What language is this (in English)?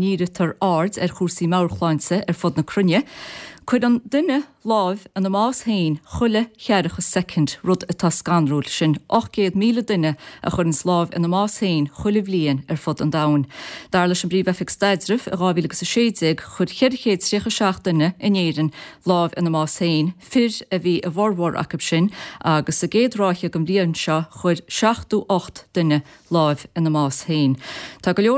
Irish